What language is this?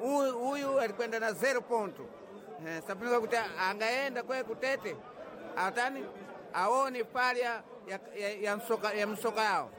Sena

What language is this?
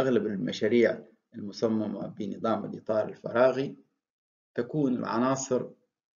Arabic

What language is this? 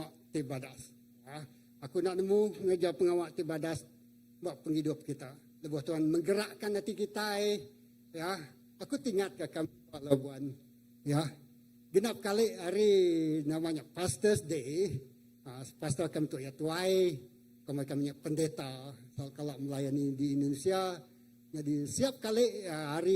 Iban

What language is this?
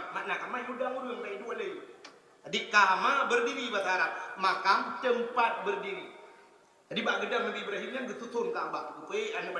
Achinese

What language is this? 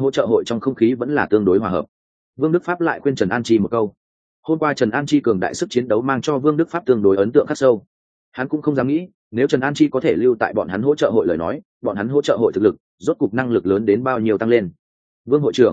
Vietnamese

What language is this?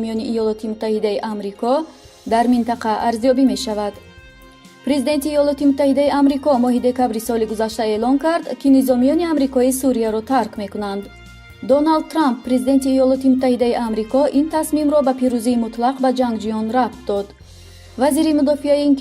Tajik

